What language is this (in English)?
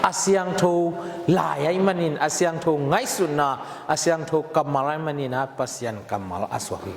Tedim Chin